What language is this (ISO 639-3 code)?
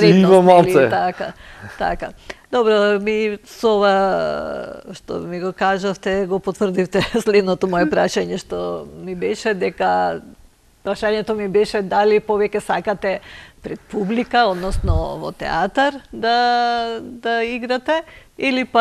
mkd